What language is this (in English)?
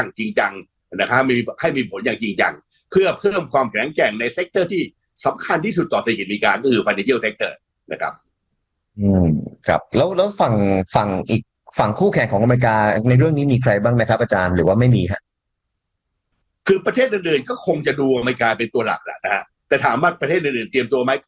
Thai